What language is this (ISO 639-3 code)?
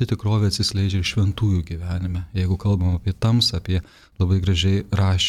lit